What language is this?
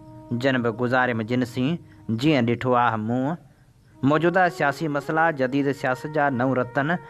Sindhi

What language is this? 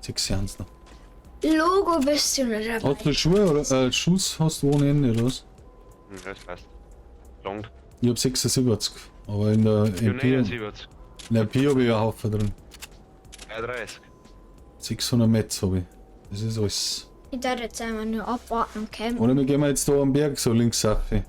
Bavarian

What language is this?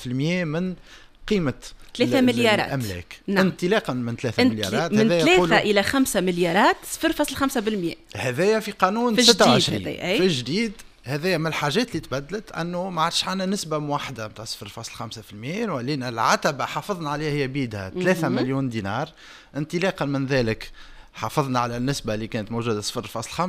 Tunisian Arabic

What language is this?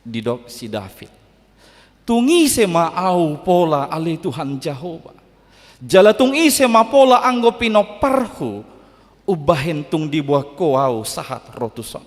Batak Toba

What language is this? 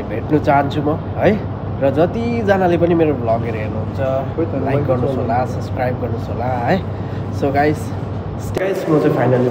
Nepali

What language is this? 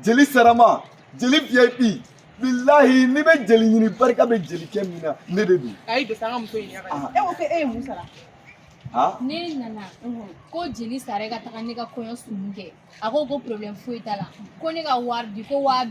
Bambara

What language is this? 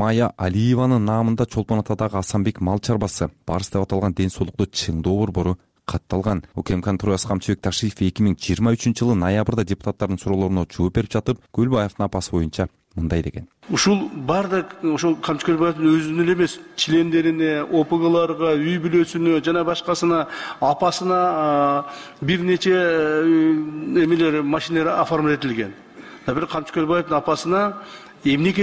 Kyrgyz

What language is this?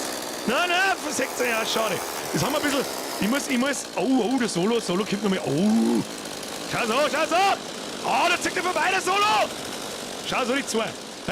Bavarian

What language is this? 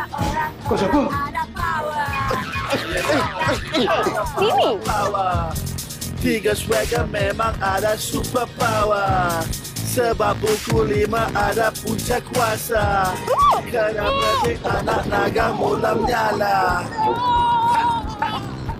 Malay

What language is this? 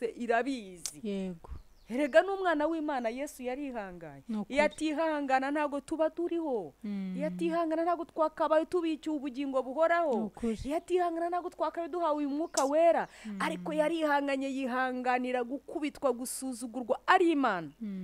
Kinyarwanda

